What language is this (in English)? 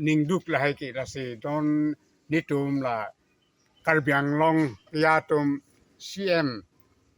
Karbi